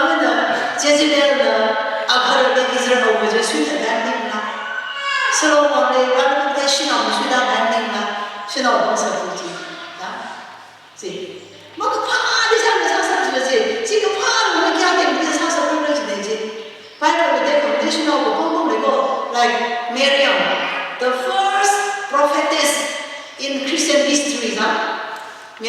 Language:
Tangkhul Naga (India)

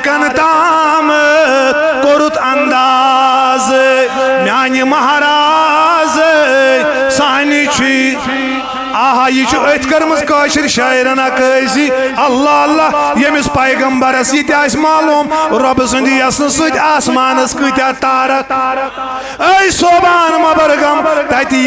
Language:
Kashmiri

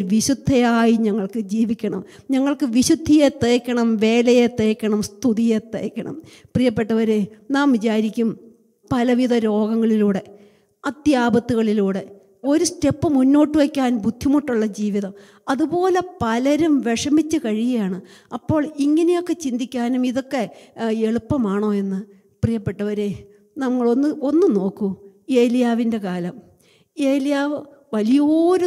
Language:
Malayalam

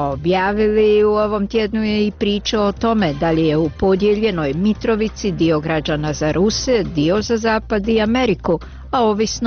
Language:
Croatian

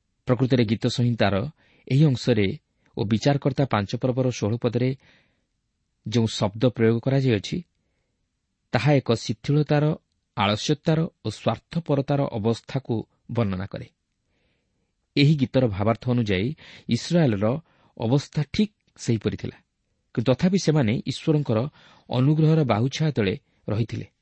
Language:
Odia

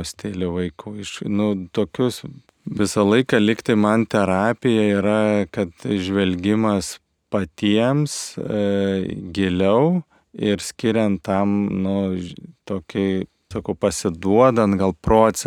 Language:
Lithuanian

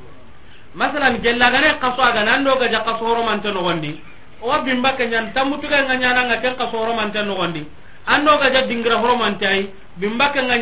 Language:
Soninke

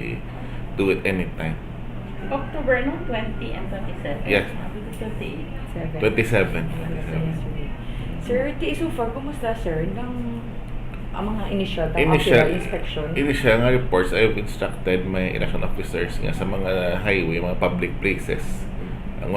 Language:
Hiligaynon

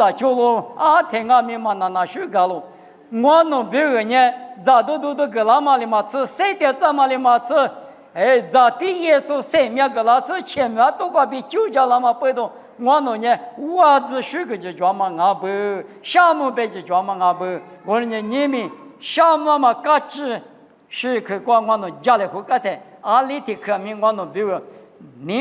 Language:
Lisu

